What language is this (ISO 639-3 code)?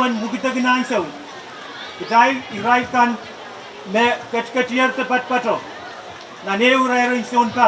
pon